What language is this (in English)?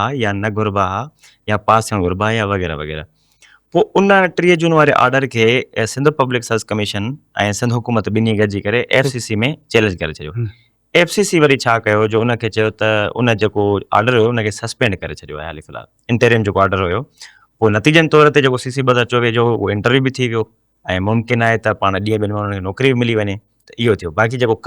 Sindhi